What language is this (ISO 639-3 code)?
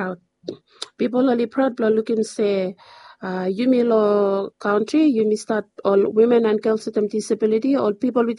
bis